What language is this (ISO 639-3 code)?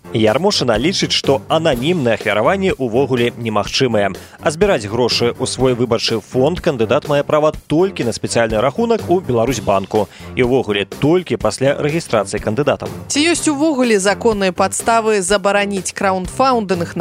bel